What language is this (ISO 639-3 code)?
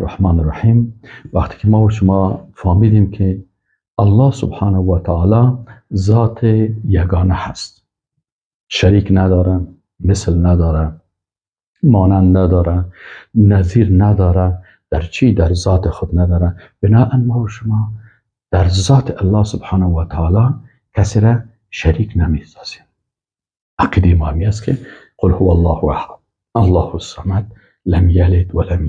fas